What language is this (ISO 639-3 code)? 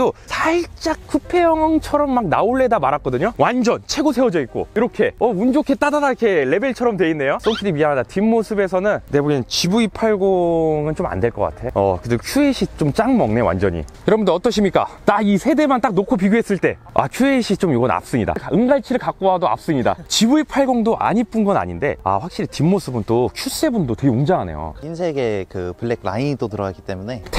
kor